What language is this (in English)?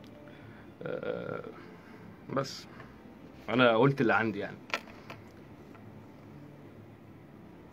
Egyptian Arabic